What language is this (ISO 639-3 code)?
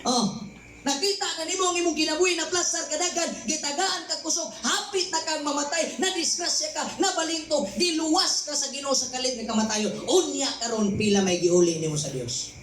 ceb